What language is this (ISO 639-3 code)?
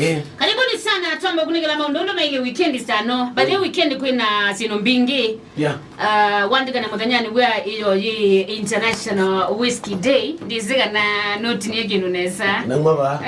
kam